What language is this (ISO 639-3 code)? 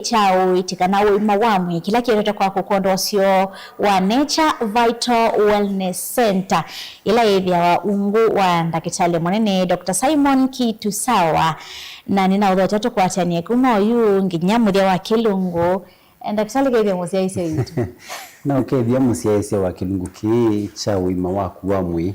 kam